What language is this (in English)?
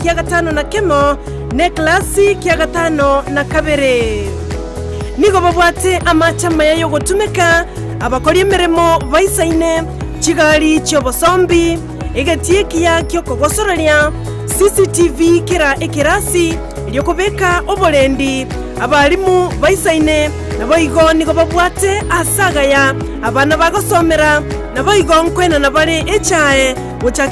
Gusii